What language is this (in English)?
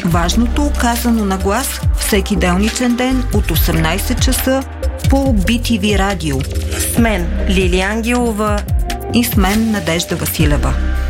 Bulgarian